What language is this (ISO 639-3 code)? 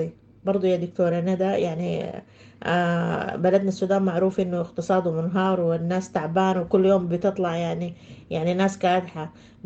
apd